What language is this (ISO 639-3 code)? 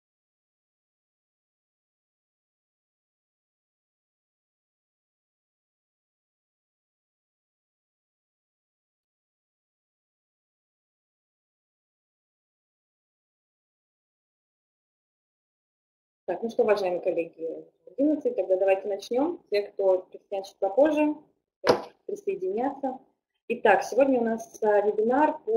rus